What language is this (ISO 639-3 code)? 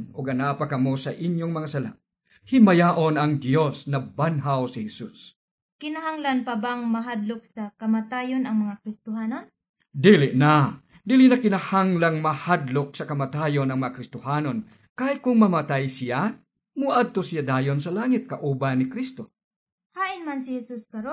ceb